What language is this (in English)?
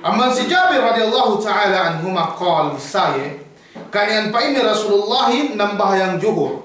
Yakan